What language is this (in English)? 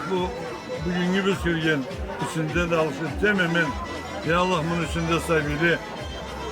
Karachay-Balkar